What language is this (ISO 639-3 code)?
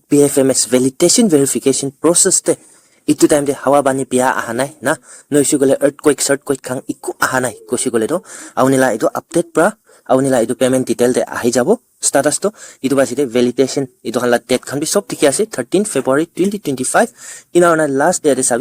nag